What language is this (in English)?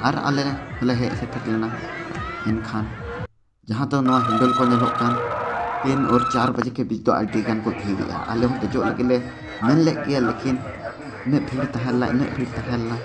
Santali